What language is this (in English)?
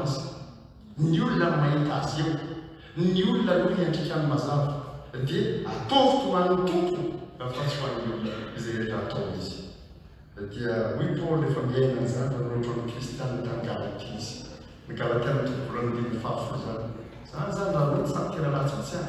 Malagasy